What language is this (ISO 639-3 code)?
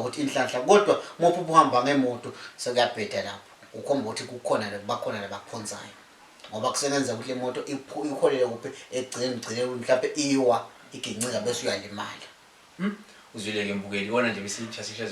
zul